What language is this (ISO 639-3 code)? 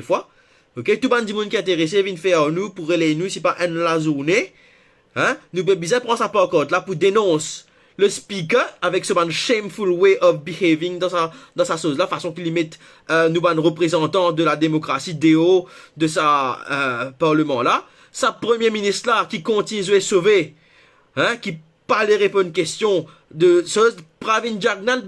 mfe